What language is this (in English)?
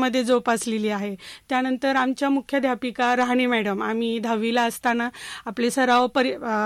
Marathi